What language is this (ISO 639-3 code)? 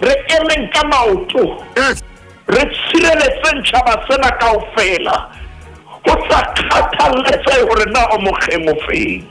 sot